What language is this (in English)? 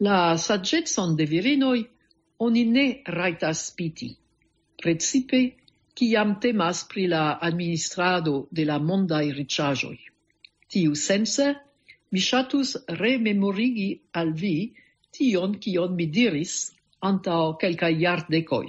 Esperanto